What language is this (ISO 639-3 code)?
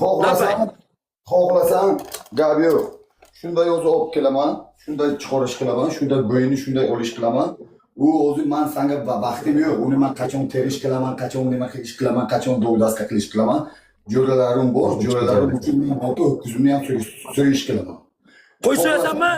uzb